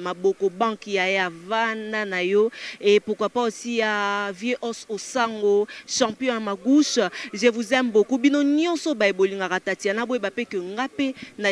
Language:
Lingala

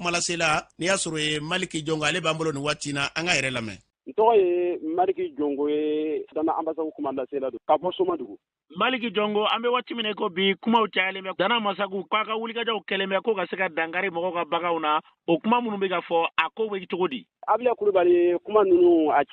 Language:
Bambara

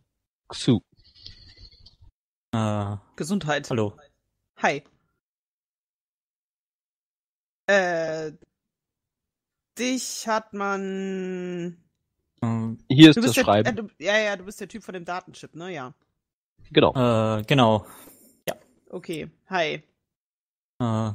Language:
German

